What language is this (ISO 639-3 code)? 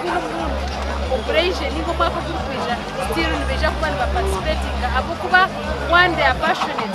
nyn